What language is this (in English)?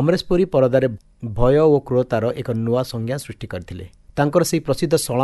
Odia